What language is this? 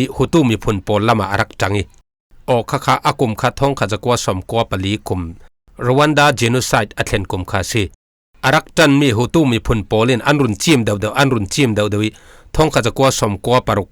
Falam Chin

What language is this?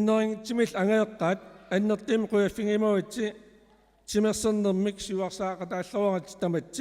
Kalaallisut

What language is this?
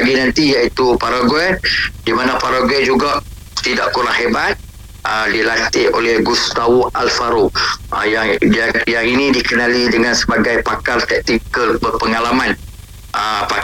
Malay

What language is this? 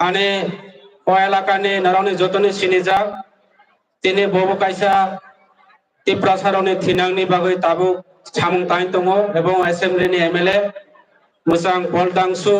Kok Borok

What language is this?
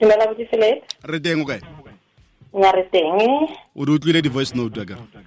Tswana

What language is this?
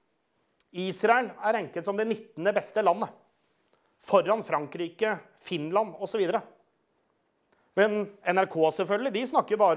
Norwegian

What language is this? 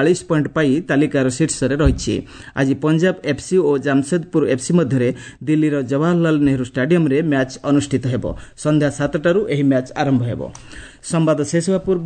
Odia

